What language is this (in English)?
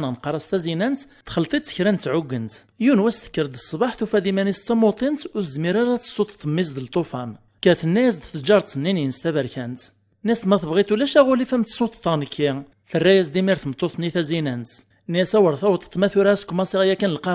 Kabyle